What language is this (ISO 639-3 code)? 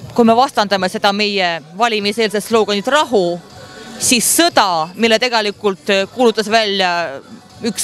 est